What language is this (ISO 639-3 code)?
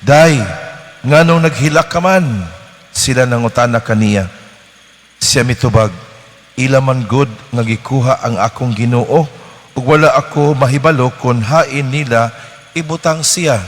ceb